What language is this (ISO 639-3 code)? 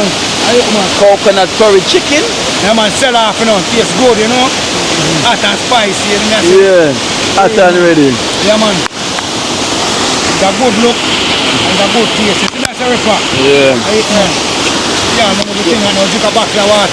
jam